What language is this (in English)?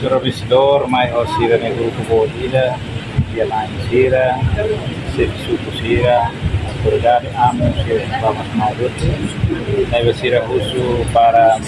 Tetum